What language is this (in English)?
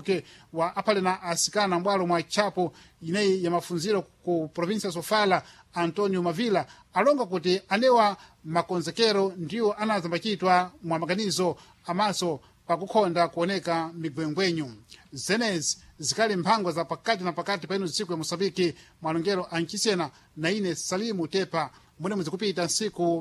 Sena